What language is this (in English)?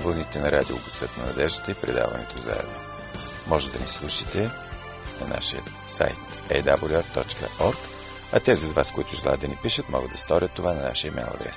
Bulgarian